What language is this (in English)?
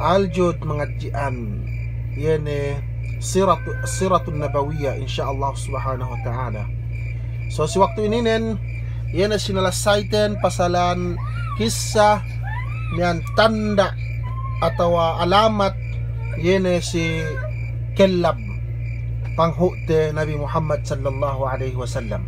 Yakan